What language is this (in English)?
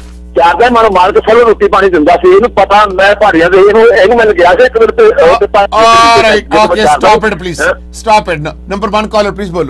Punjabi